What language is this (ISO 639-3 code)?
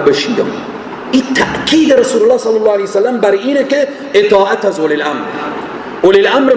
fas